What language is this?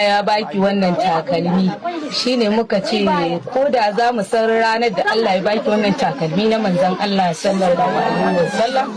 Hausa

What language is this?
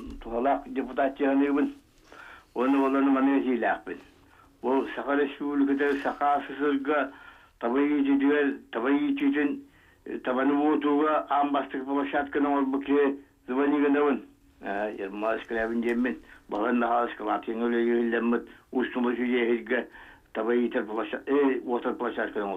Yakut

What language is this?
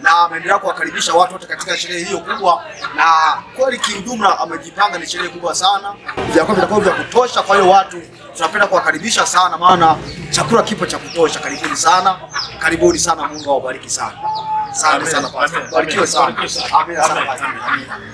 Swahili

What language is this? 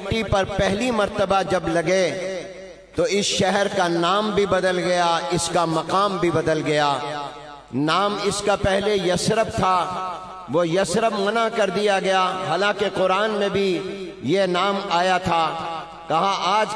Urdu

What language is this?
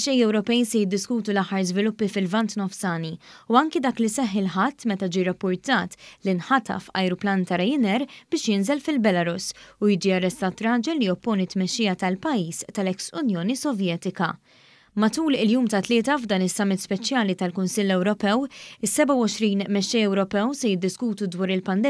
Maltese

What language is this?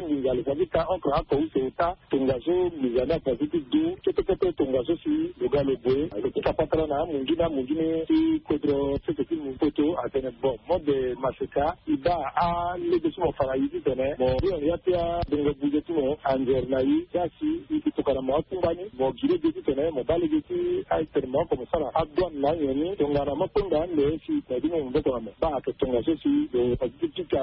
Sango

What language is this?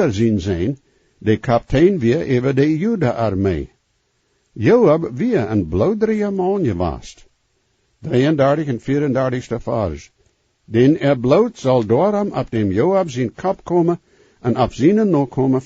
Plautdietsch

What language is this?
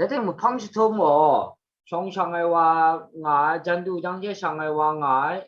Kachin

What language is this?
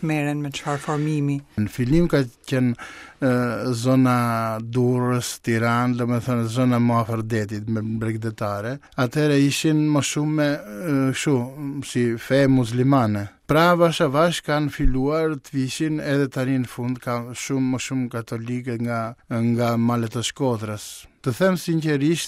Albanian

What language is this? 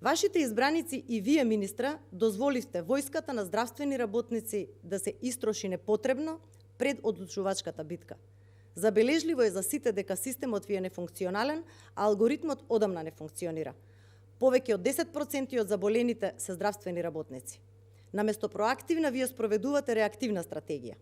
Macedonian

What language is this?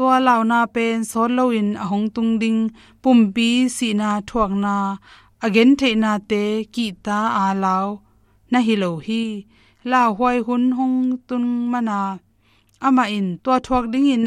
Tedim Chin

